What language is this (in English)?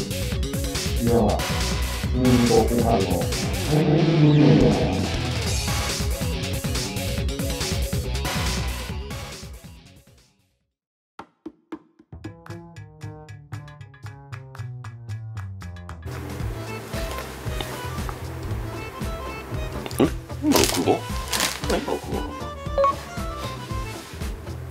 Japanese